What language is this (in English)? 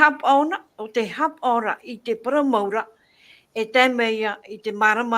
Tahitian